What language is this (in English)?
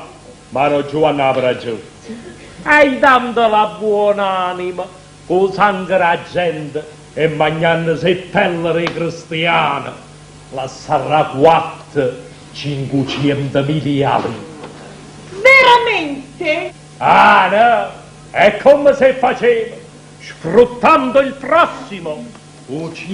Neapolitan